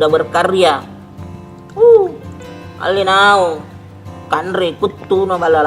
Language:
Makassar Malay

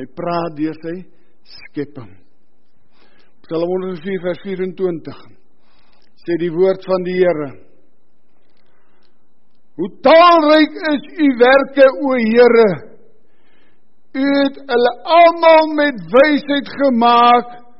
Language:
Afrikaans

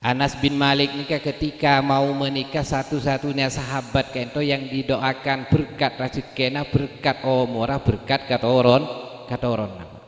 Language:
Madurese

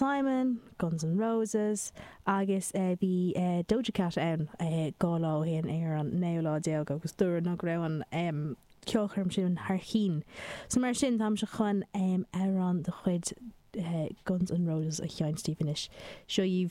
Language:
Irish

